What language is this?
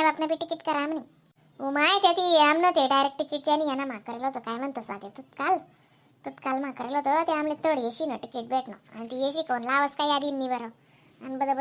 Khandesi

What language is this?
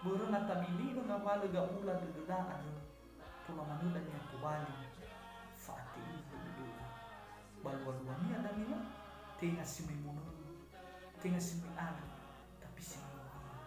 Nias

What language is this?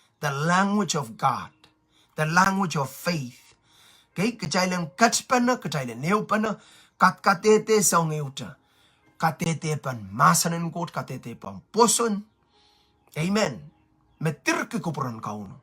Pohnpeian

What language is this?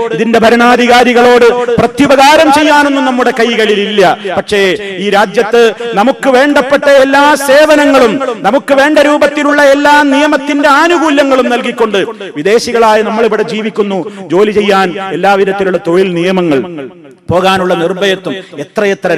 Malayalam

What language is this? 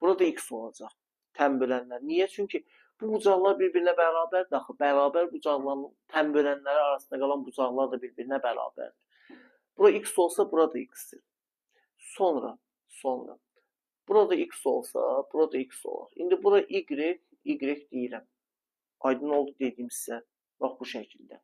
Azerbaijani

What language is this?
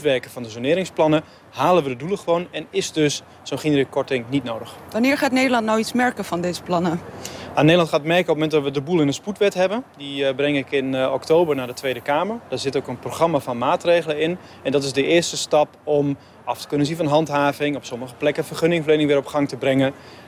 Dutch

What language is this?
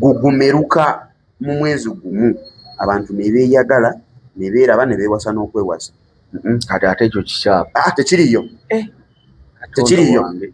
Ganda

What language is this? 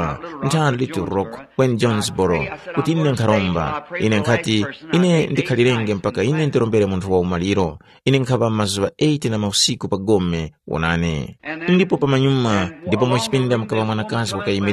Tumbuka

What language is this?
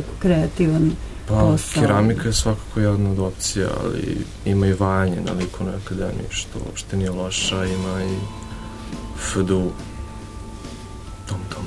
Serbian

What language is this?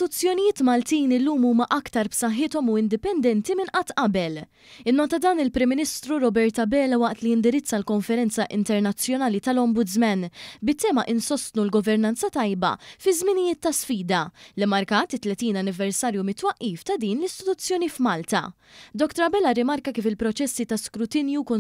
Maltese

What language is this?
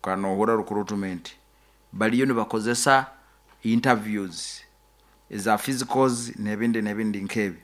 Nyoro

